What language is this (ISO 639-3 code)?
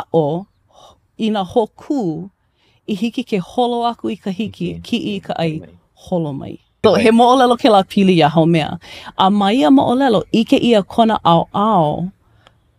haw